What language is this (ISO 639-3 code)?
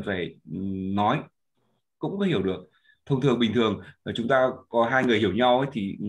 vie